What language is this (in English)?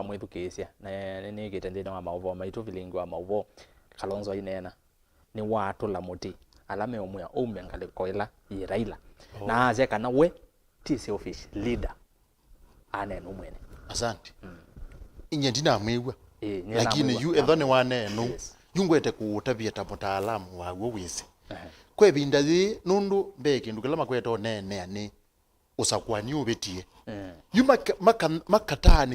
Kamba